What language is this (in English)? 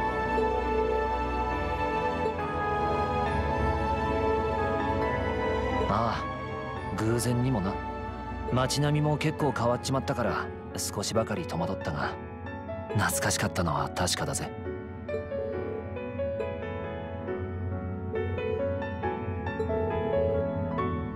Japanese